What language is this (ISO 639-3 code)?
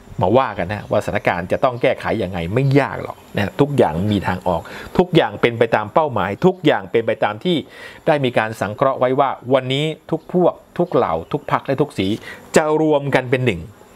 tha